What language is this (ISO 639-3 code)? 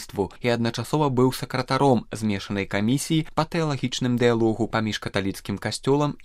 bel